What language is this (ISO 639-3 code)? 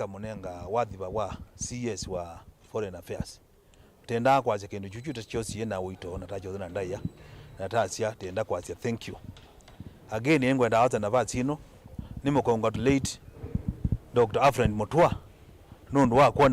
kam